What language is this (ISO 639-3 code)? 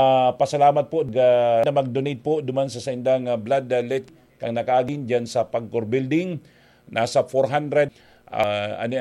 bik